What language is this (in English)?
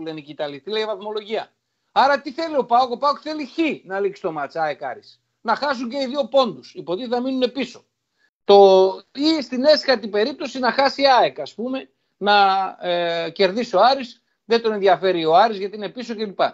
Greek